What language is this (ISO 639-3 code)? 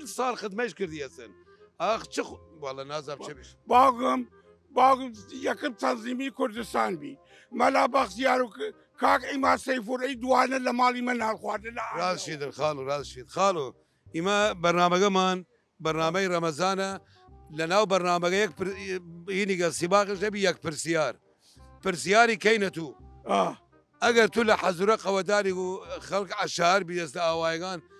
sdh